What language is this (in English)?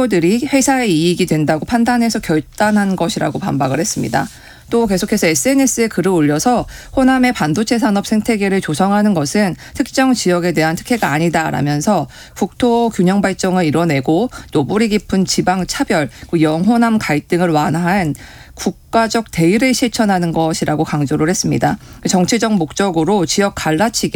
Korean